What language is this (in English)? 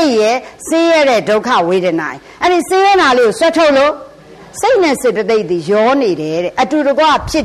Burmese